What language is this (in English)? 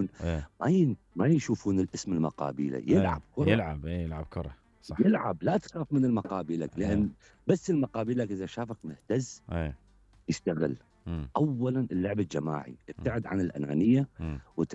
Mesopotamian Arabic